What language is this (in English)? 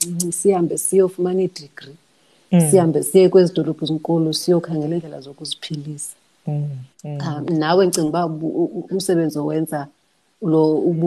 Xhosa